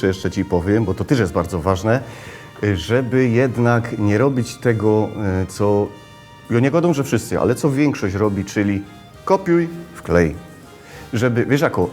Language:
Silesian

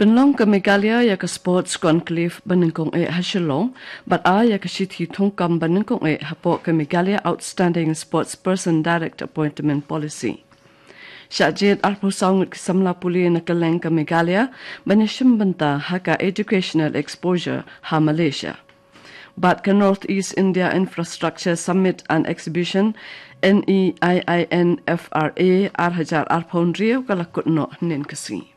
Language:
Khasi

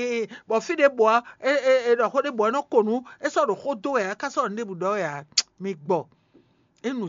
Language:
Fon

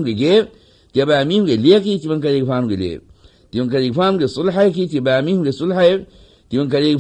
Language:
Divehi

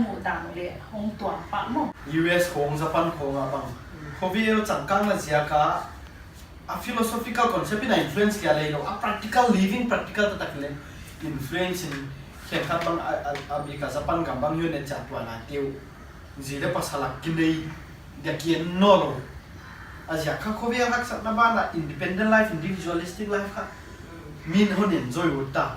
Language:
Paite Chin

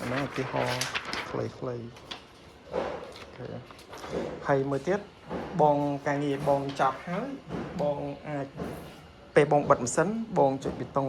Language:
Khmer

